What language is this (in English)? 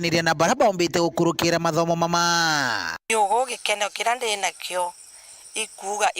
Meru